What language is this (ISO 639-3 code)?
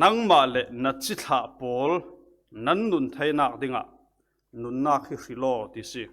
cfm